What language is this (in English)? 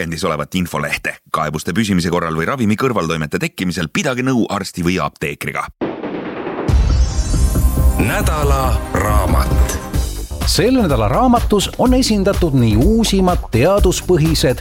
Estonian